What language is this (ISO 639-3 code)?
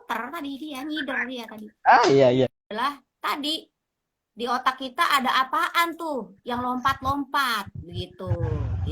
bew